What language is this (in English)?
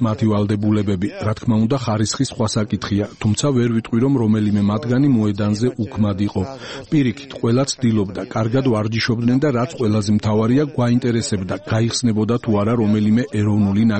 Georgian